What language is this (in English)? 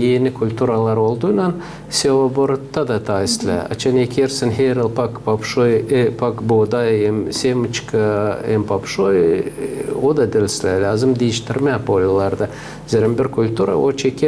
Gagauz